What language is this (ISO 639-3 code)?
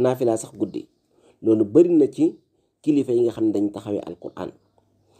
wol